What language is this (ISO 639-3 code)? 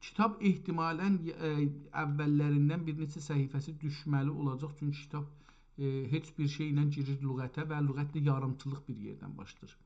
azb